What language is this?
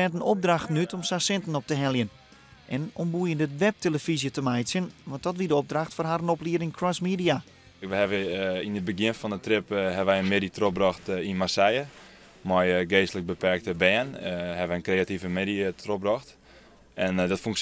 Western Frisian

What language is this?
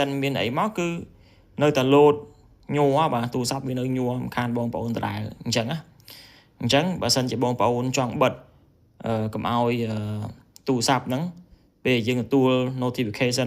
Khmer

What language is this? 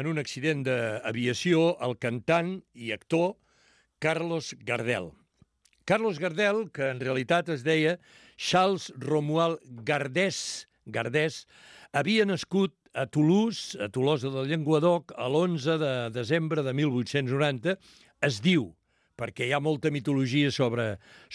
Catalan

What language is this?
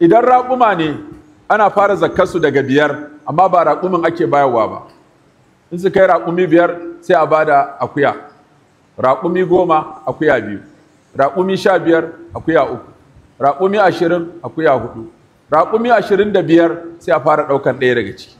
Hausa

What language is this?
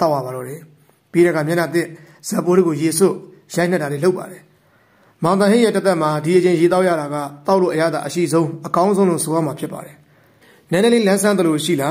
Burmese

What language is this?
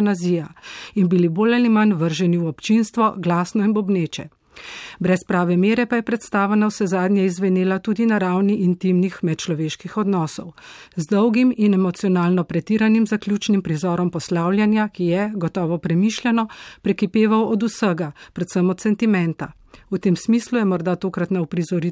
Slovenian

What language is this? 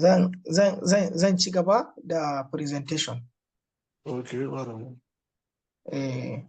Hausa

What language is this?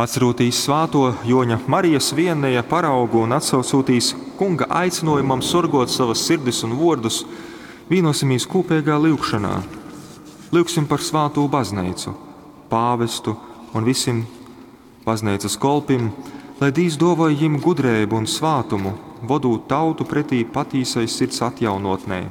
Latgalian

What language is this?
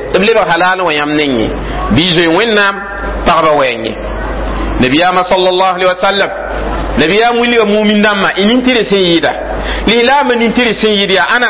Mossi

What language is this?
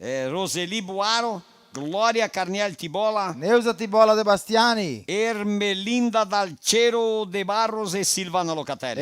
Venetian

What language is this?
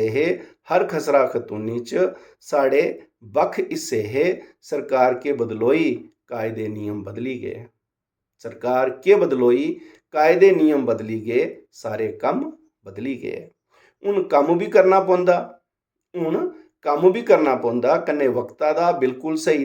Dogri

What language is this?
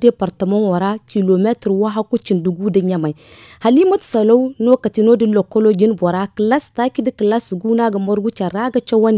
Zarma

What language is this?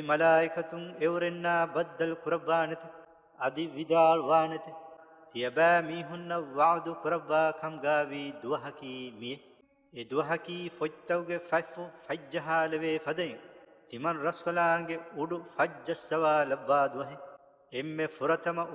Divehi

